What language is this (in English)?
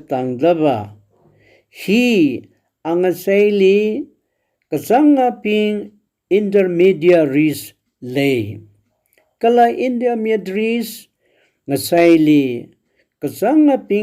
Tangkhul Naga (India)